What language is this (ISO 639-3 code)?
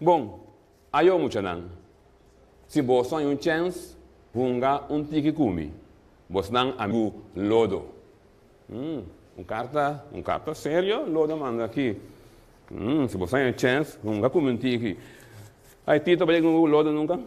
pap